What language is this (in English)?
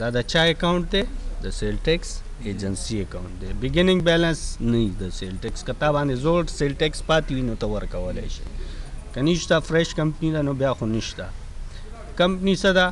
Pashto